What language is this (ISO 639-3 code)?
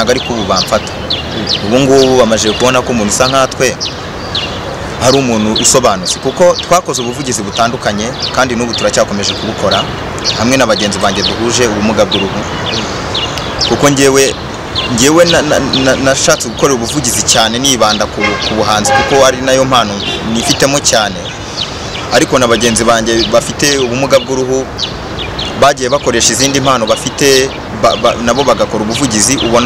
kin